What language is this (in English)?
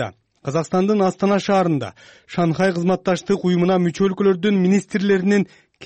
Kyrgyz